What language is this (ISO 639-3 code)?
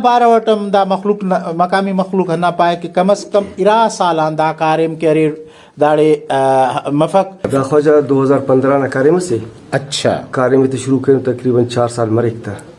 brh